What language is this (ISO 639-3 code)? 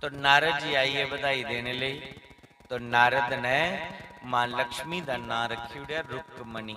doi